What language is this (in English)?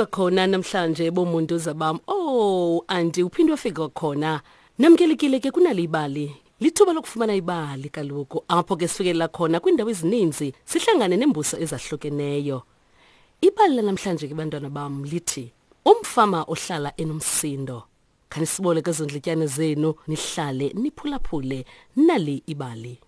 Xhosa